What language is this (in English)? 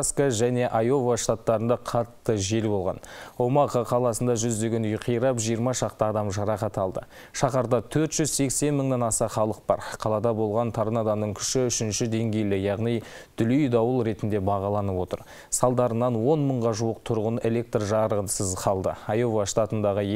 Kazakh